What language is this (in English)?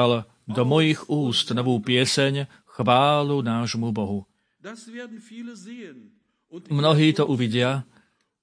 Slovak